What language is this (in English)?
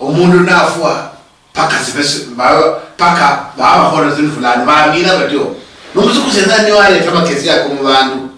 Luyia